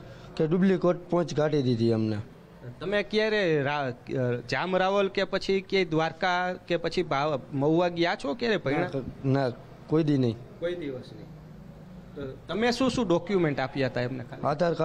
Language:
Gujarati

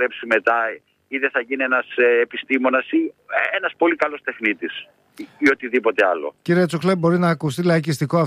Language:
Greek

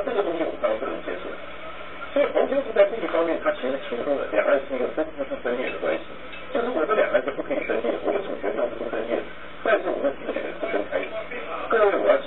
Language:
Chinese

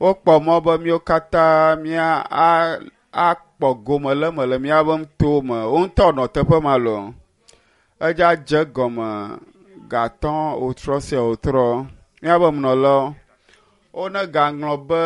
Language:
Ewe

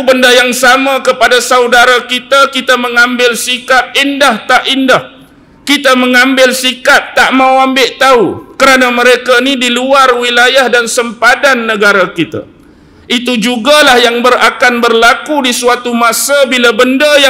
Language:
Malay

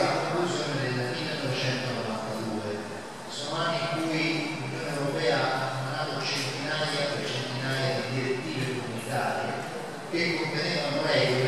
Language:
Italian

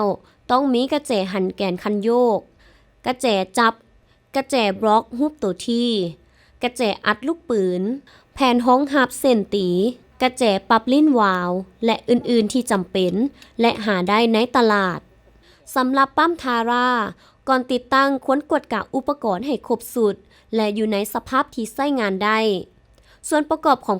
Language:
Lao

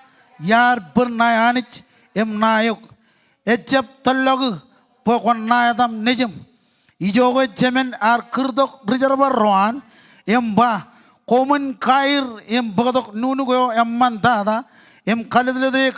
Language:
Marshallese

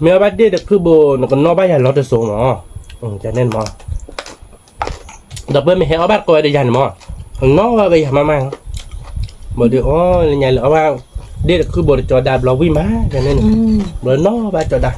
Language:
S'gaw Karen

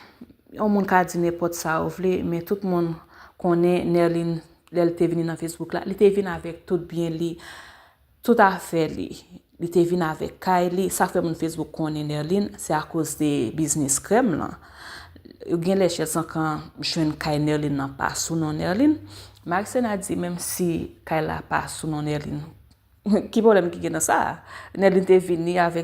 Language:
Haitian Creole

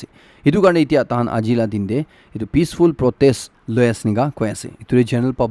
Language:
Naga Pidgin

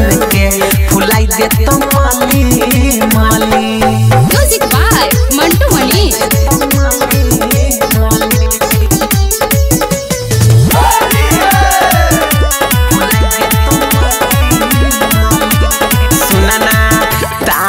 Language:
Bhojpuri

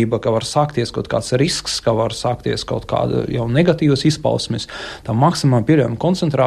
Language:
Latvian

